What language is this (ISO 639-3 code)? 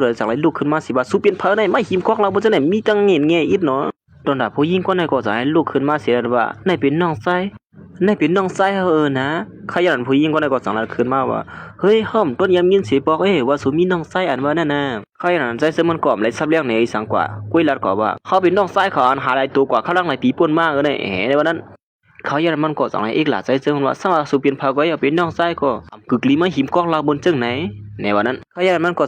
shn